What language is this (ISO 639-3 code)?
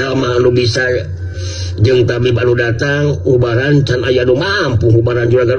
sun